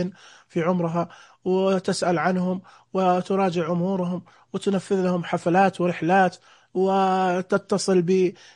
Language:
Najdi Arabic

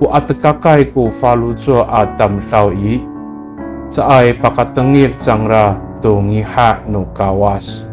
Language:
Amis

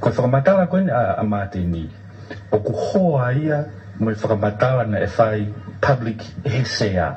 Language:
Tongan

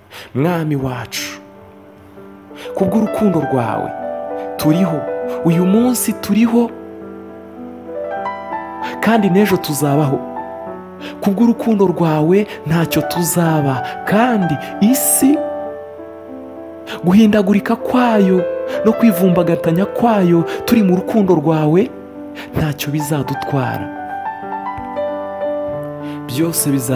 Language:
Kinyarwanda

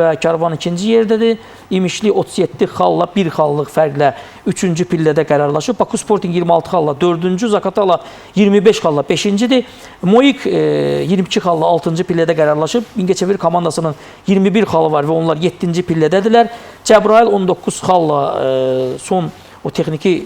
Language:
Azerbaijani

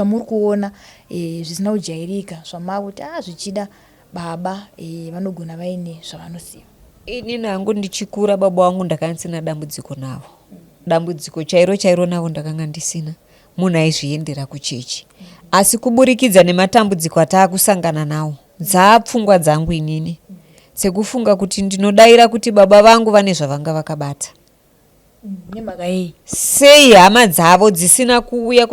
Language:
Shona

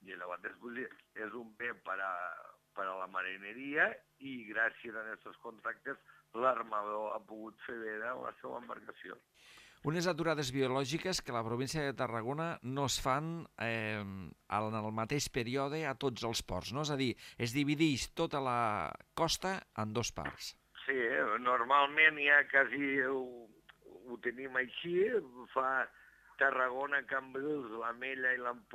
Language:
Catalan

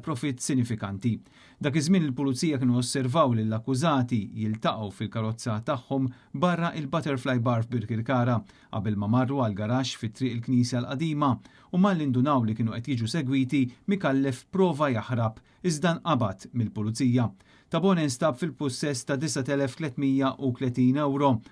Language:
Maltese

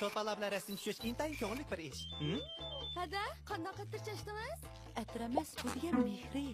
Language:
Uyghur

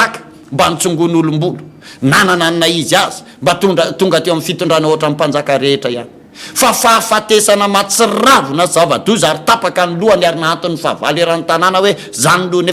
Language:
Malagasy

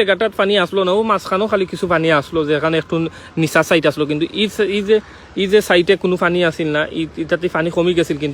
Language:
Sylheti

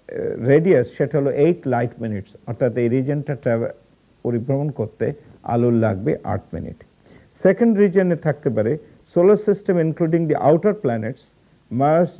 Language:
Bangla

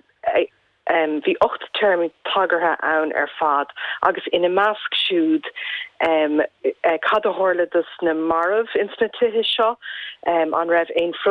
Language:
Irish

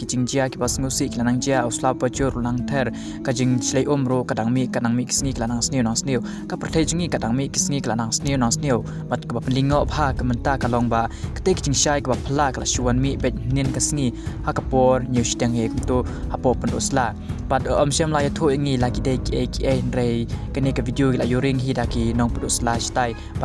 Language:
Khasi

